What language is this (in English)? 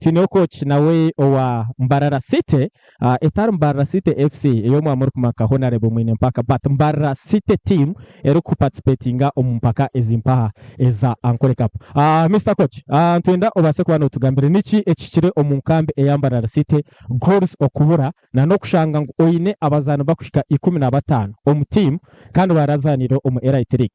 Nyankole